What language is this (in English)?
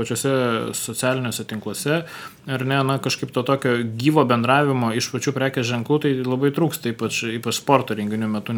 Lithuanian